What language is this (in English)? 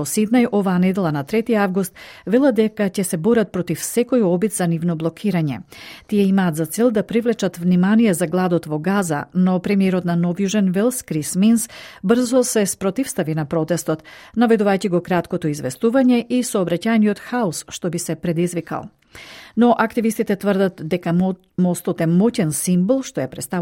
Macedonian